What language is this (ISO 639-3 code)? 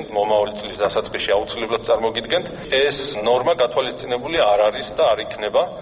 kat